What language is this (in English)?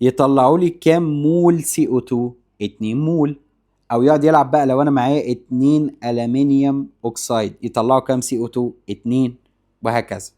Egyptian Arabic